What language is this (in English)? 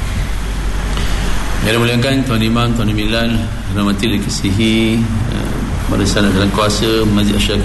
Malay